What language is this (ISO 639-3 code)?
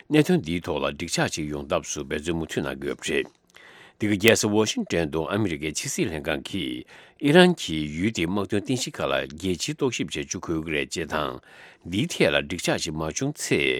bod